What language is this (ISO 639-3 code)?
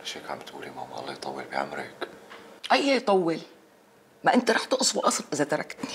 apc